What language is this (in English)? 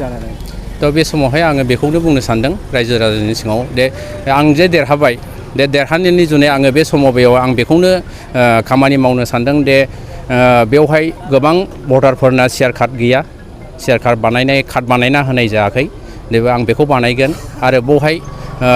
Bodo